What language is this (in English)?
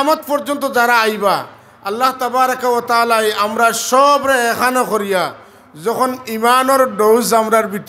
Sylheti